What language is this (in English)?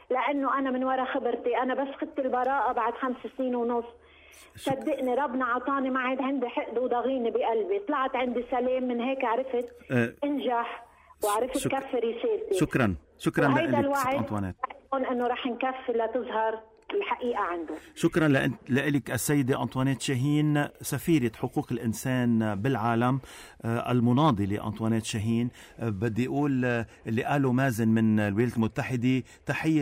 North Levantine Arabic